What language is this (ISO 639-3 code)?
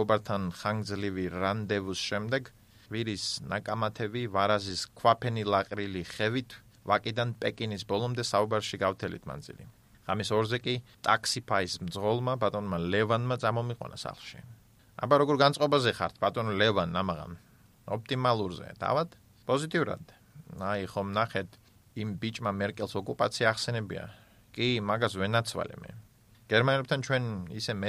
kat